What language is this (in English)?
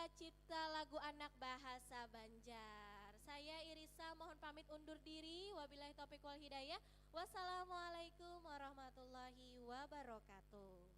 Banjar